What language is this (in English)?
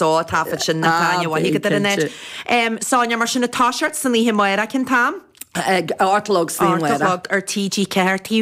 Irish